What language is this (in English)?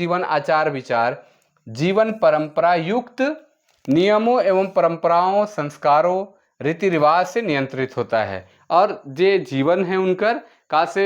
Sadri